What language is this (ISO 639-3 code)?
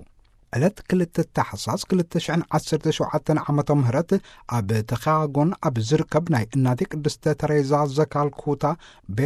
tir